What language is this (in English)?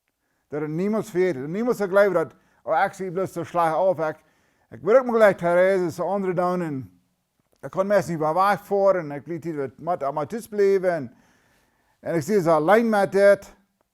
Plautdietsch